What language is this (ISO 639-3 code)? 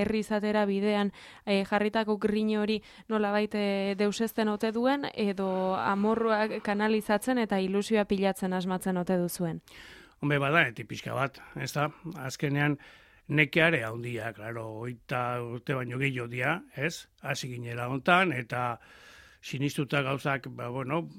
eus